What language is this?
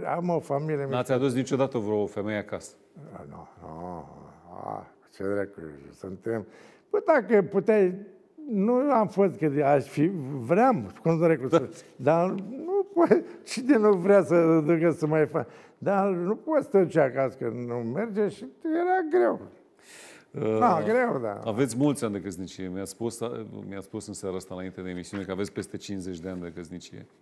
Romanian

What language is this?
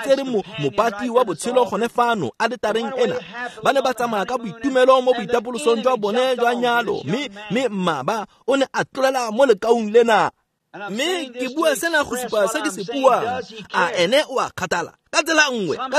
Tswana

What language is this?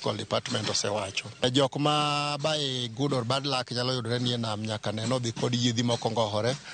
Luo (Kenya and Tanzania)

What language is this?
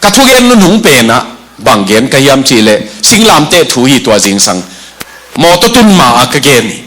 Tedim Chin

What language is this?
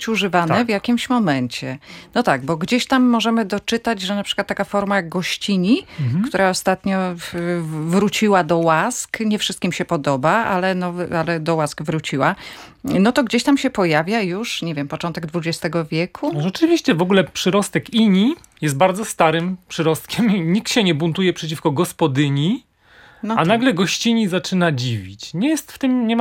Polish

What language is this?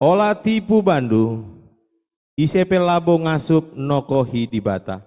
Batak Karo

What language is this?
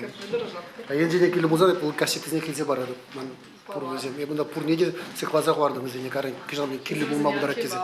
Chuvash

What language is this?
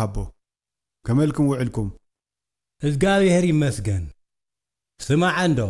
Tigrinya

